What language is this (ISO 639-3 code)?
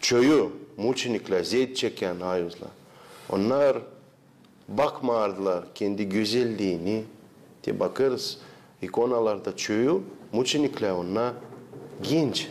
gag